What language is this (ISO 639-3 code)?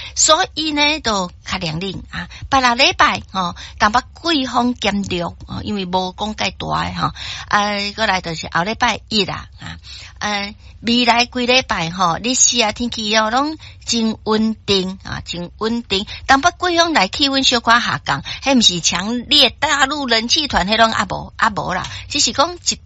nan